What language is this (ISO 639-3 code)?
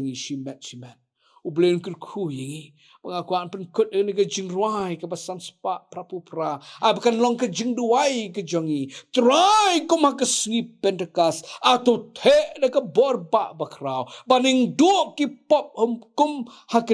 kha